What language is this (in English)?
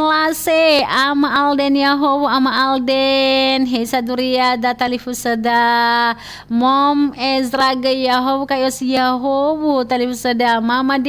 Nias